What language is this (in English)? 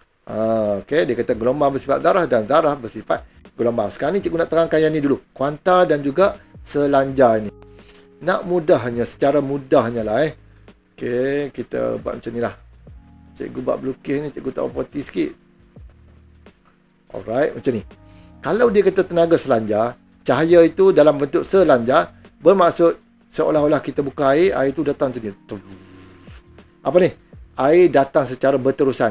Malay